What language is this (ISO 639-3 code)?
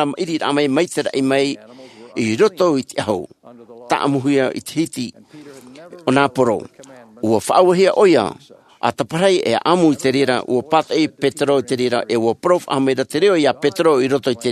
tah